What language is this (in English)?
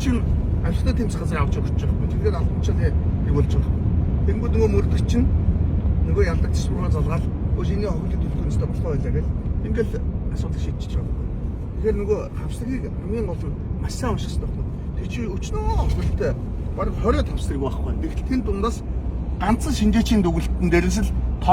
Mongolian